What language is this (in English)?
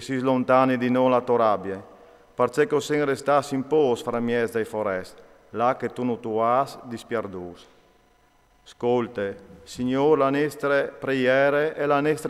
Friulian